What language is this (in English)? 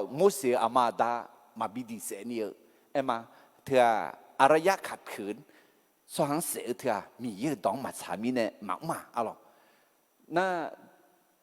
Akha